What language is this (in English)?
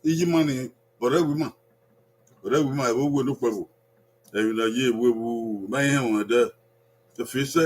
Bini